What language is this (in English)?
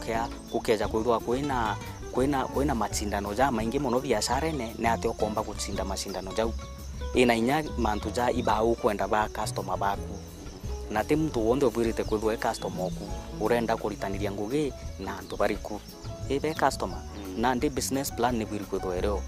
Meru